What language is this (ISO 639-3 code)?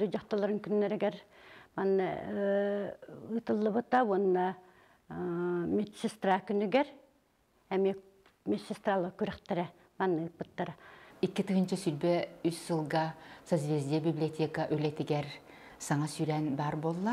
sah